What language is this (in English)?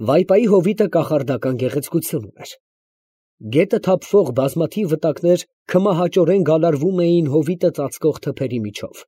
Armenian